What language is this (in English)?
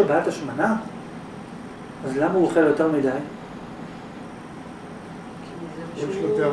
Hebrew